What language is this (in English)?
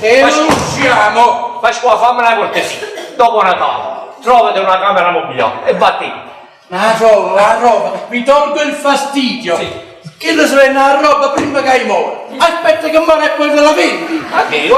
Neapolitan